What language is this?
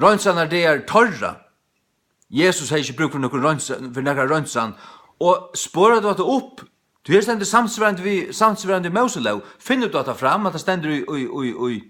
Faroese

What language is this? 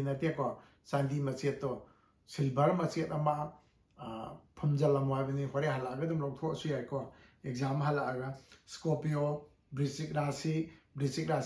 Manipuri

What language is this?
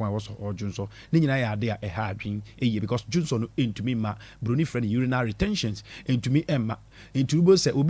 Akan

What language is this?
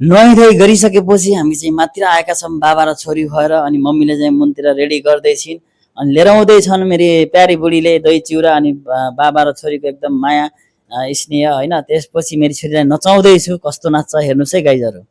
Nepali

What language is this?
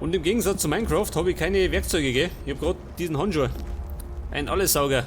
Bavarian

